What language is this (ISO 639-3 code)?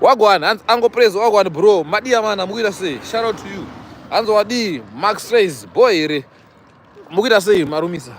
sna